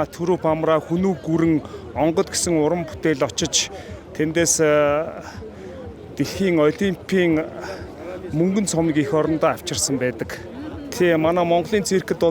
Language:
Mongolian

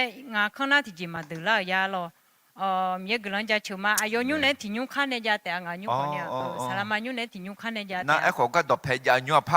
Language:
Akha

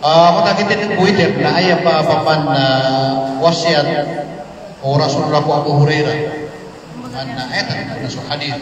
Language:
Maranao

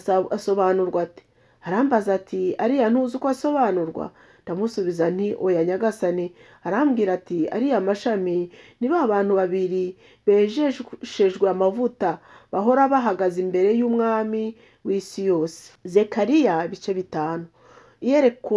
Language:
Kinyarwanda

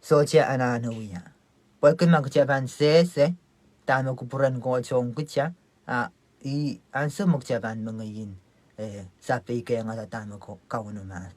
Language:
Pohnpeian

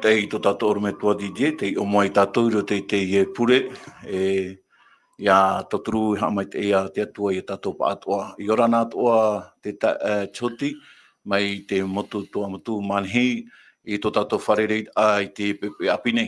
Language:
Tahitian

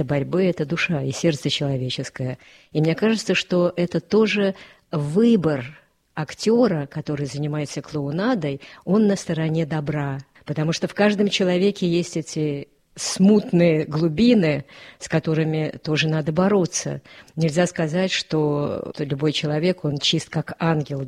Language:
Russian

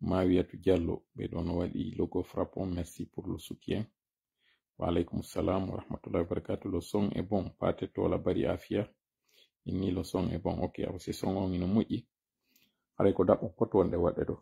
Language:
Pular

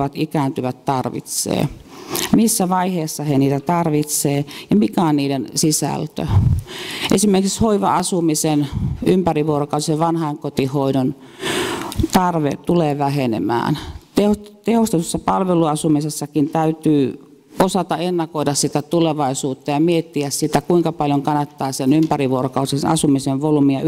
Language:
Finnish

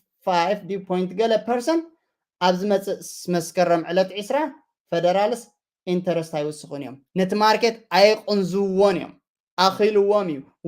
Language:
Tigrinya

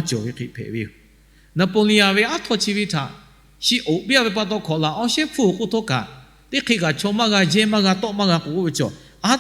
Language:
Lahu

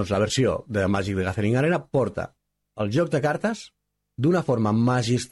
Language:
Catalan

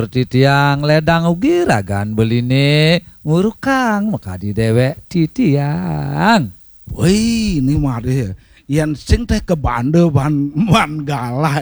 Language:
Balinese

